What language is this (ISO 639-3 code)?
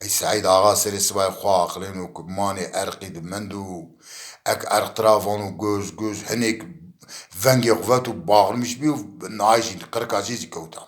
zza